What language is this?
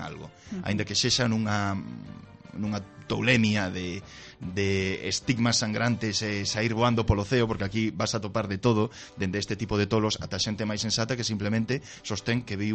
Galician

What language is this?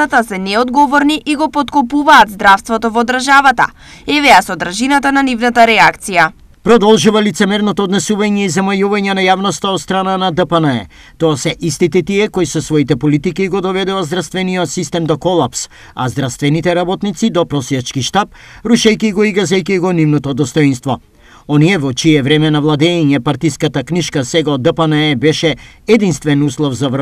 Macedonian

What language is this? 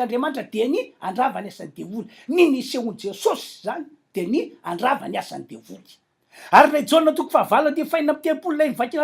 Malagasy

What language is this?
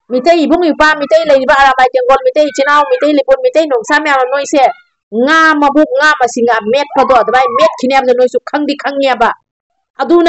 Manipuri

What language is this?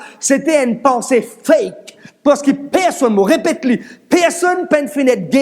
Morisyen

